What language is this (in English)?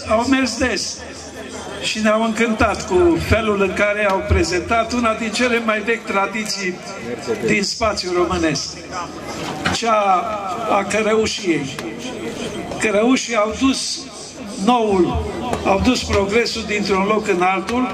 Romanian